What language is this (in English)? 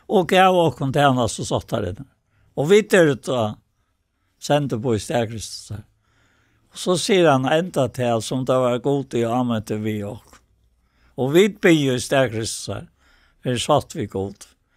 Faroese